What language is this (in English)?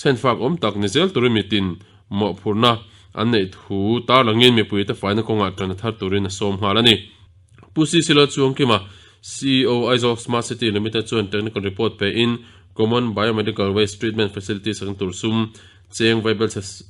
Mizo